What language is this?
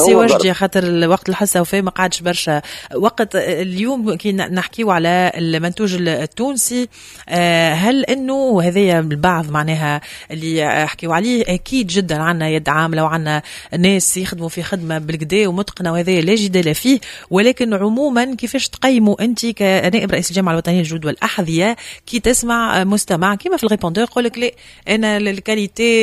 Tunisian Arabic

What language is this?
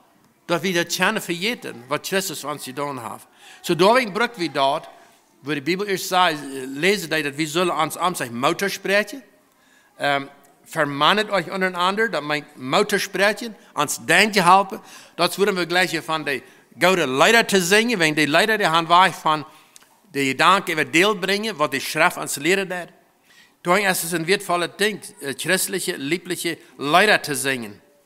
Plautdietsch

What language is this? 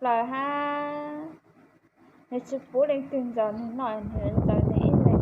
Hmong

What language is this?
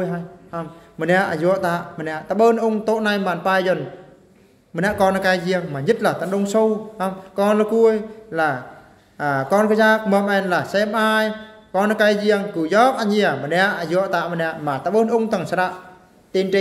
Eastern Bru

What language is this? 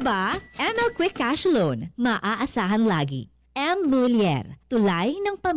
Bikol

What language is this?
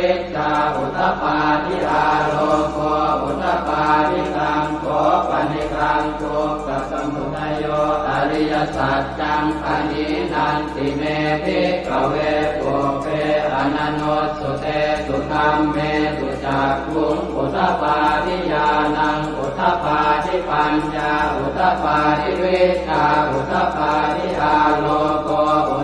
Pali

